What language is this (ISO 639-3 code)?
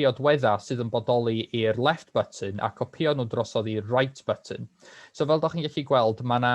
cym